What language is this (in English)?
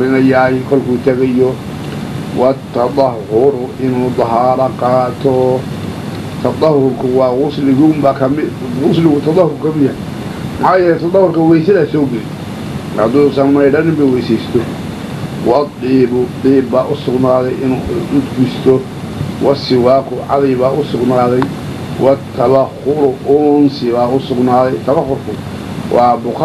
Somali